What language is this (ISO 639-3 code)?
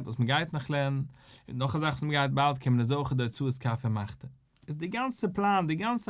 yid